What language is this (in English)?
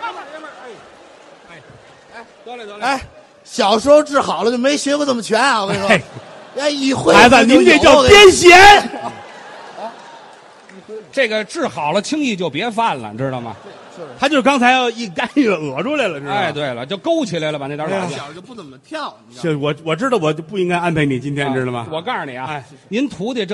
Chinese